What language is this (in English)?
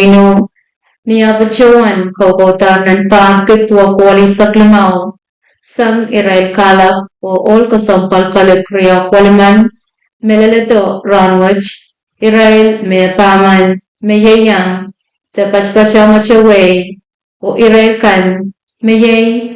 Pohnpeian